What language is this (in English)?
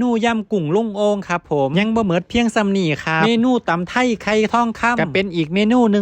Northeastern Thai